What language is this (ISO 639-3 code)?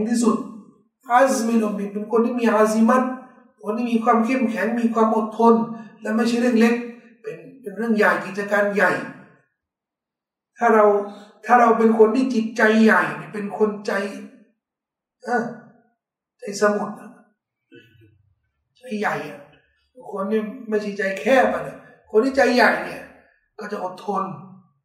tha